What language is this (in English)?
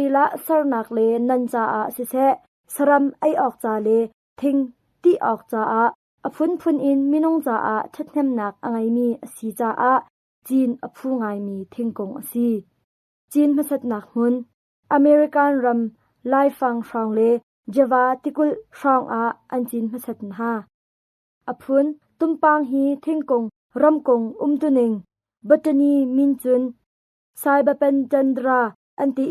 Hakha Chin